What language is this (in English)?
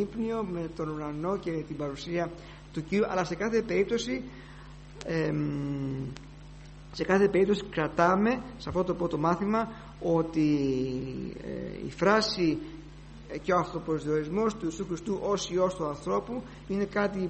Greek